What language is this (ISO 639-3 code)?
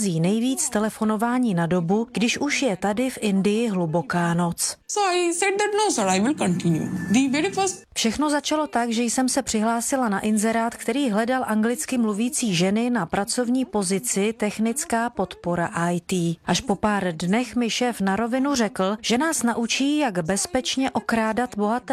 ces